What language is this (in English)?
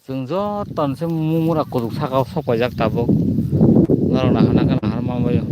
Kok Borok